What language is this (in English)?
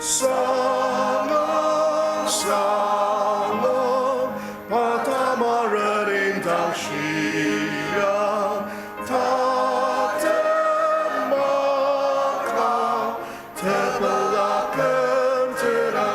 Ao Naga